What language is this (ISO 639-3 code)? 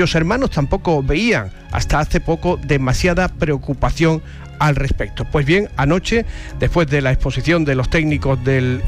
spa